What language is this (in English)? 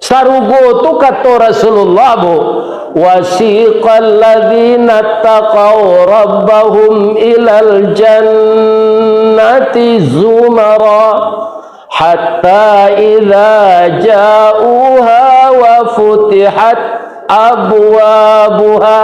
Minangkabau